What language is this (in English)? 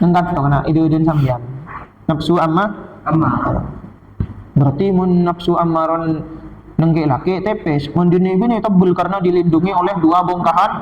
Madurese